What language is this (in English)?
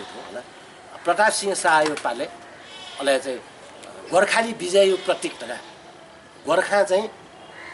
Newari